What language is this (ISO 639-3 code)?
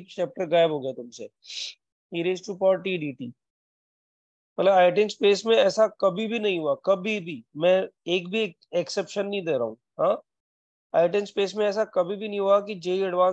hin